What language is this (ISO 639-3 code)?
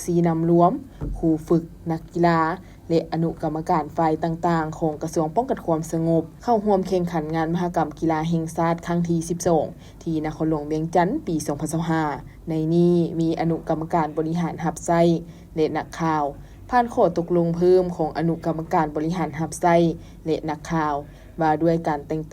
lao